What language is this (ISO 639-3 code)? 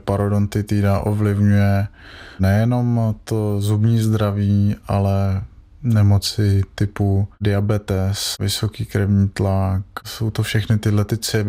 ces